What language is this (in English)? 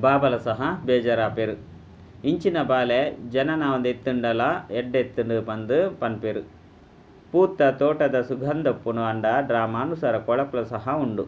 Tulu